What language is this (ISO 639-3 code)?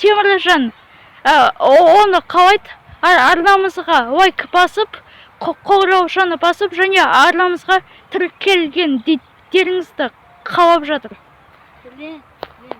kaz